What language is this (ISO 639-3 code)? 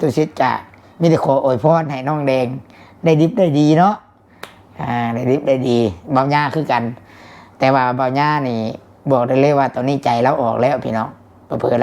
tts